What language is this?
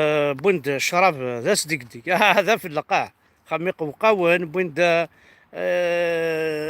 Kabyle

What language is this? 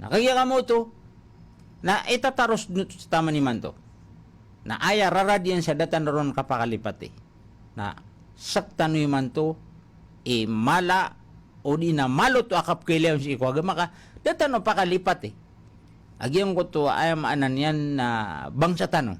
Maranao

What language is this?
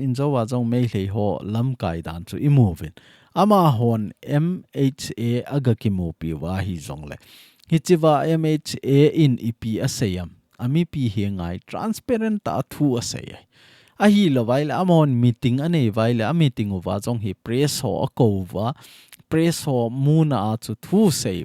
Thado Chin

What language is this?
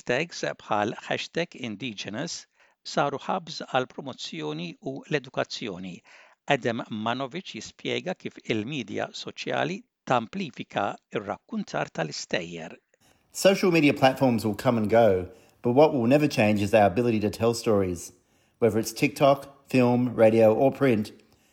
Maltese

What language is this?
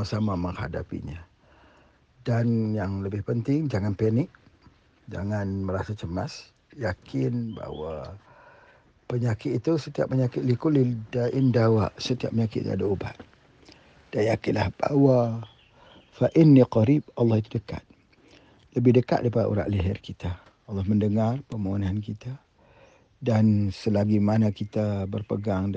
Malay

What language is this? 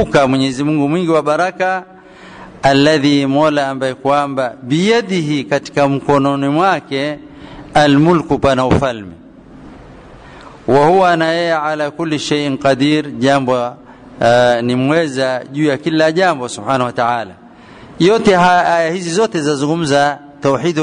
Swahili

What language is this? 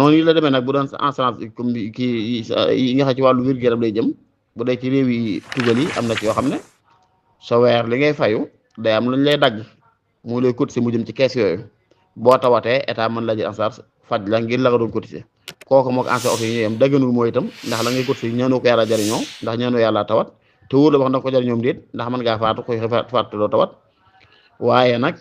Wolof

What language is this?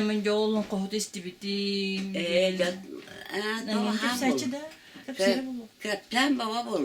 Yakut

